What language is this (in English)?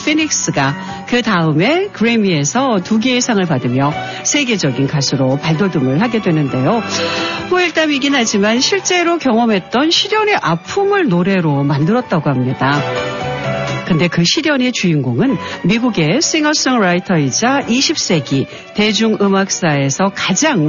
Korean